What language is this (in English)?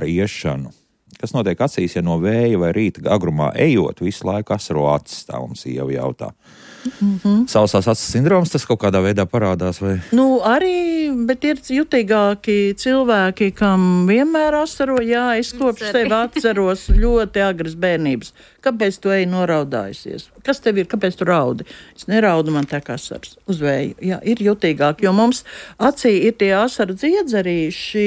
Latvian